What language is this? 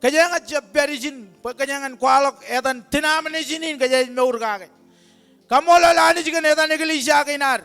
Marshallese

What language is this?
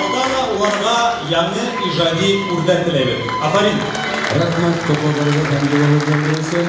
Bashkir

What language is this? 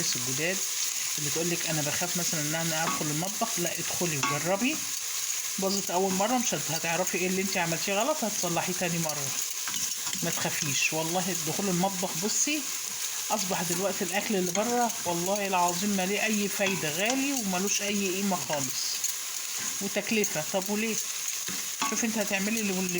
Egyptian Arabic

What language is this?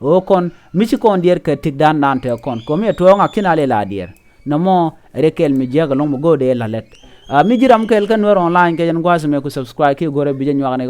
Nuer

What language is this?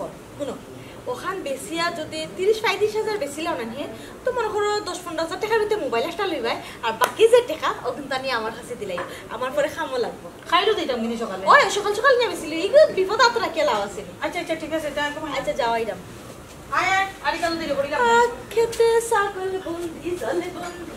Sylheti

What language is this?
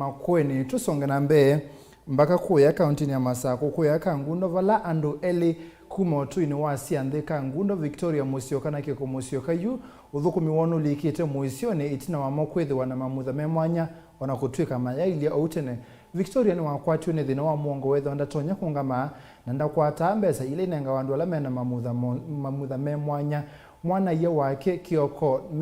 Kamba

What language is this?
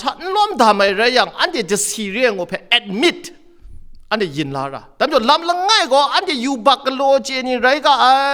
Kachin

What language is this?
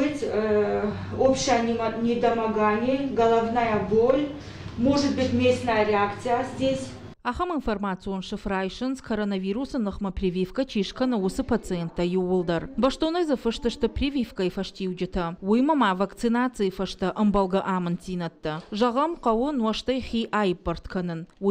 Ossetic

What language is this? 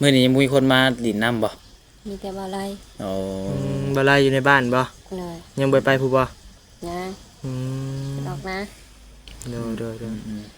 Lao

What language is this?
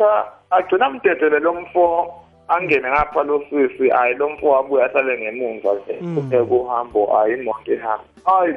South Ndebele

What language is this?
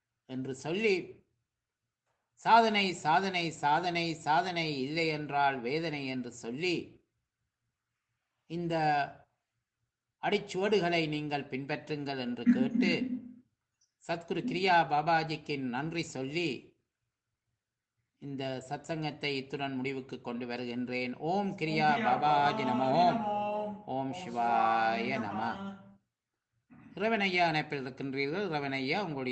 Tamil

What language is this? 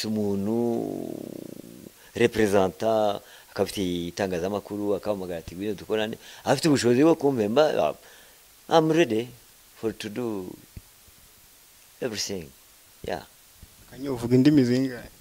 Kinyarwanda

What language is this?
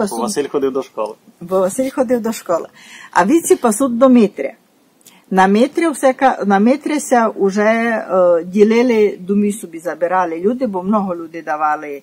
Rusyn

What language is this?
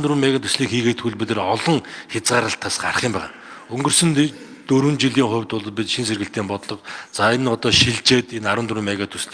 Mongolian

